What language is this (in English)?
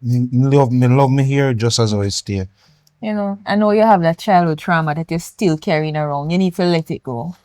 Jamaican Creole English